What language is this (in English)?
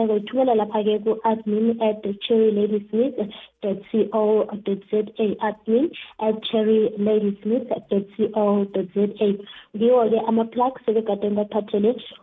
South Ndebele